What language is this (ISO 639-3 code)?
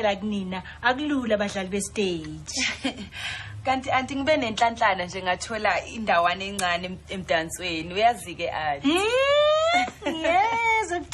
zul